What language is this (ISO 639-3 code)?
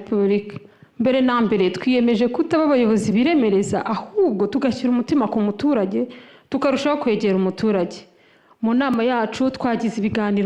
kin